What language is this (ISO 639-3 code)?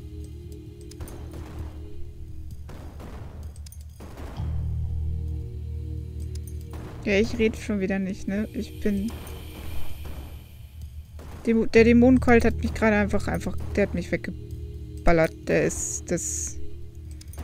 deu